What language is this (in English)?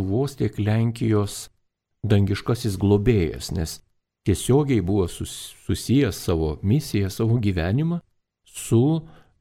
Lithuanian